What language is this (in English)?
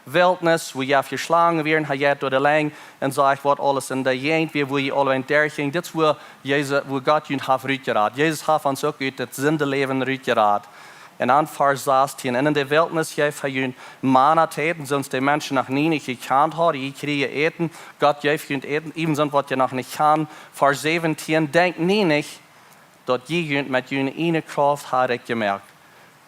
Plautdietsch